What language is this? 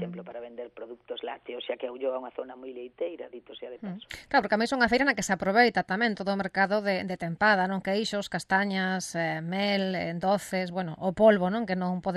Galician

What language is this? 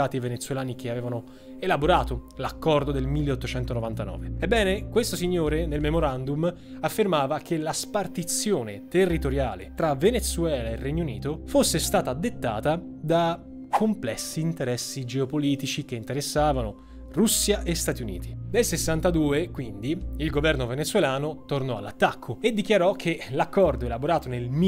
Italian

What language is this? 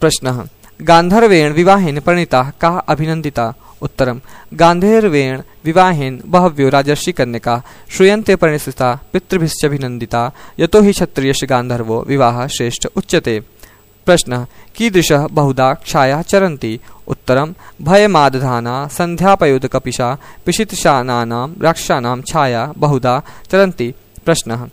Sanskrit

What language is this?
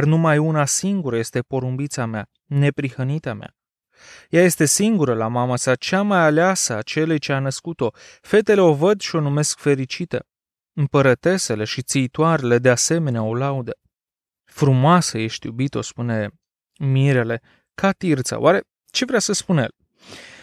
Romanian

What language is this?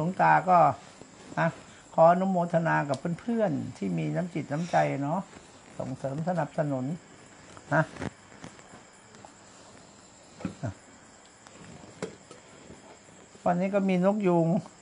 Thai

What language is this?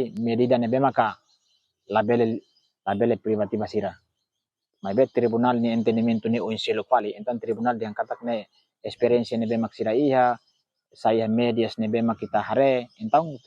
Tetum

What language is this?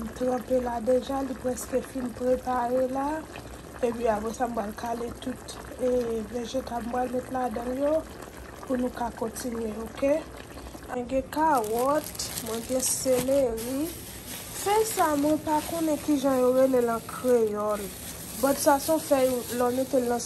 Haitian Creole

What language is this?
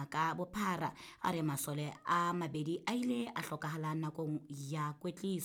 Southern Sotho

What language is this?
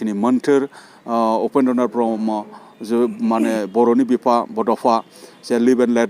Bodo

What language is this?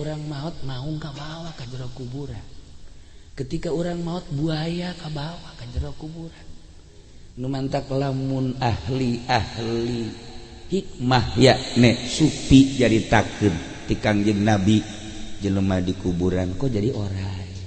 Sundanese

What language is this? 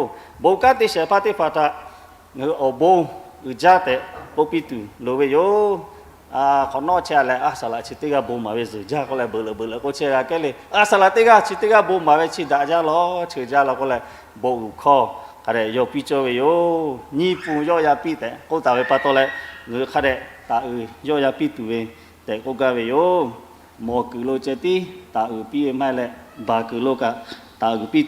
Lahu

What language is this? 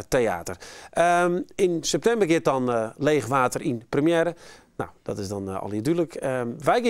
Western Frisian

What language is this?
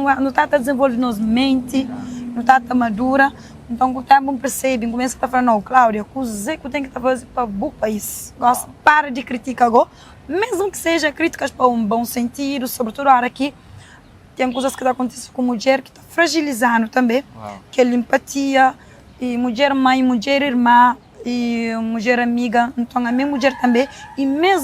Kabuverdianu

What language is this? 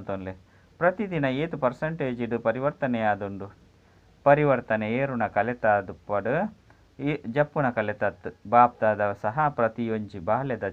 Tulu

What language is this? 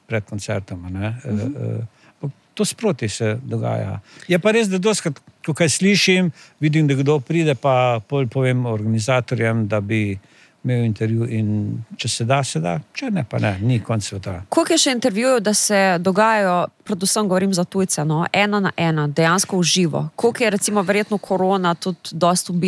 Slovenian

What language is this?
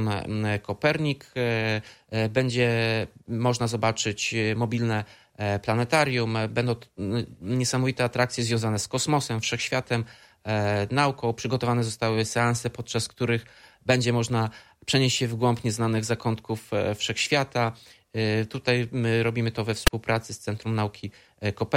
Polish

